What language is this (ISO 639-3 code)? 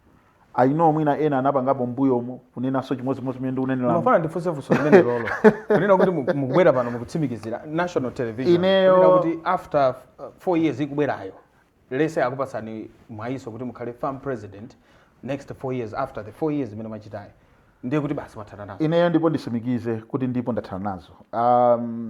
nya